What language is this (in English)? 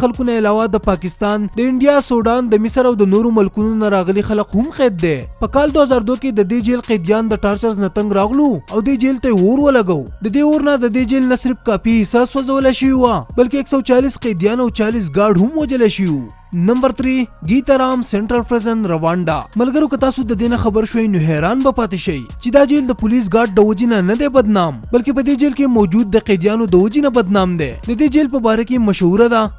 Pashto